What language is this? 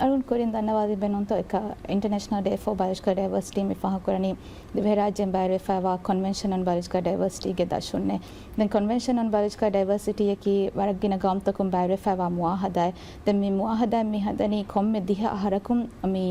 Divehi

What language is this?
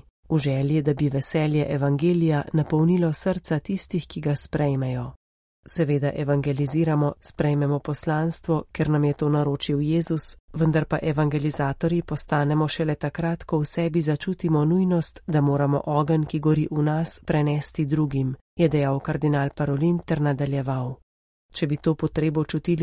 Slovenian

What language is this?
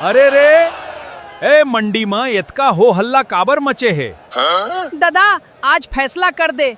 Chhattisgarhi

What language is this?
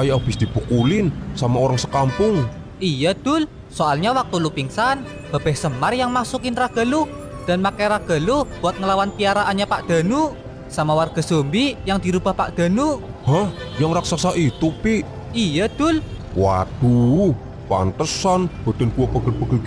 Betawi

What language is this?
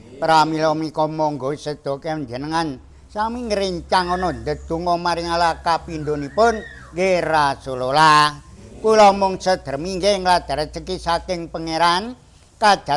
Javanese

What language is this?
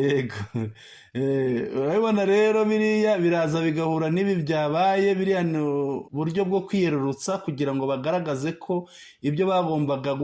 Kinyarwanda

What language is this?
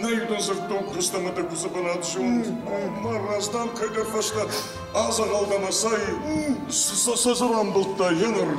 Ossetic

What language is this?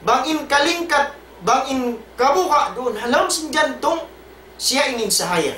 Tausug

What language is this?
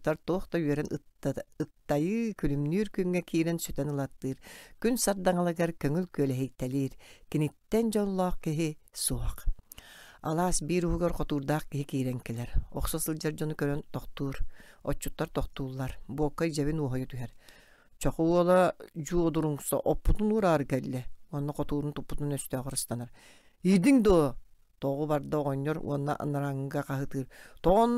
Yakut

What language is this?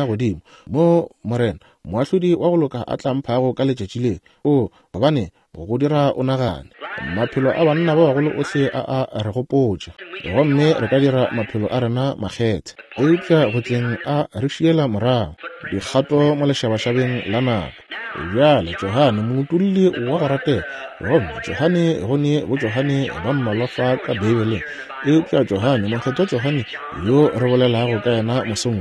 Northern Sotho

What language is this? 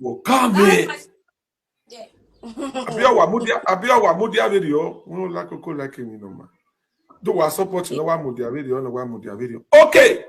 Nigerian Pidgin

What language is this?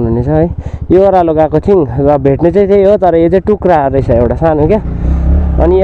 Nepali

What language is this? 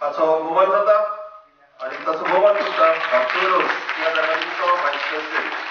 Konkani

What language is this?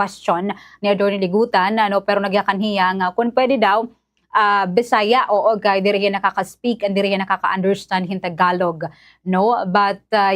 Waray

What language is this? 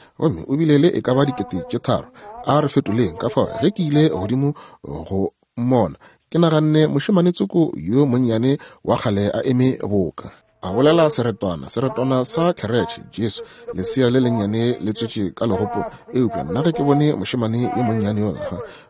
Northern Sotho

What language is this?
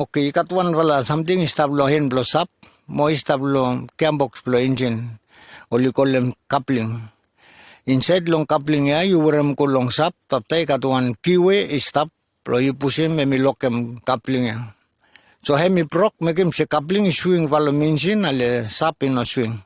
Bislama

